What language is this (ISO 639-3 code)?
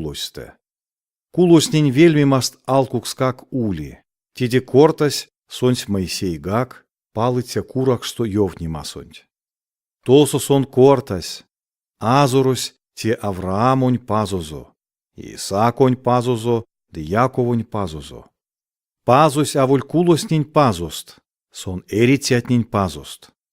myv